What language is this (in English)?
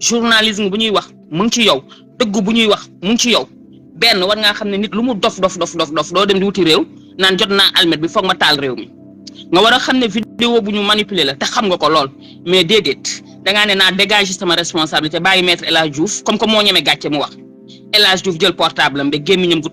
Wolof